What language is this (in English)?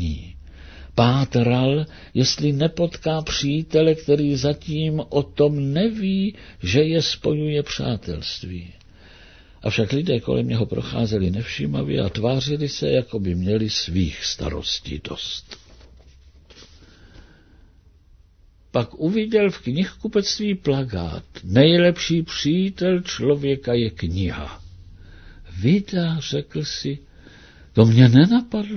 Czech